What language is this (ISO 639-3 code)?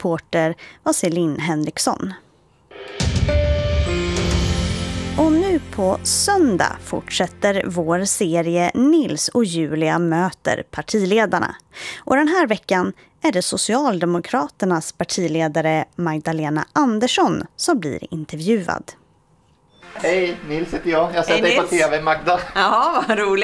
swe